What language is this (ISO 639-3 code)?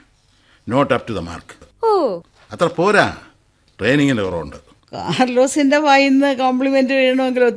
mal